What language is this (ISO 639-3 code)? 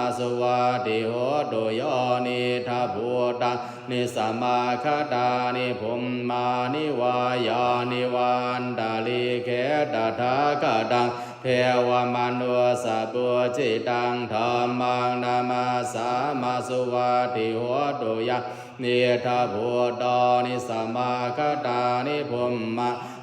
pli